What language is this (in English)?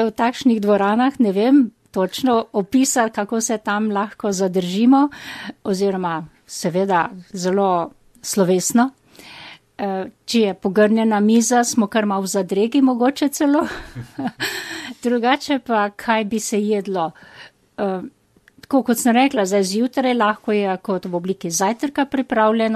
Slovenian